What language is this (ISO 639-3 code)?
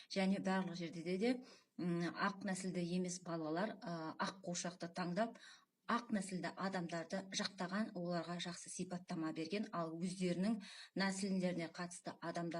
kaz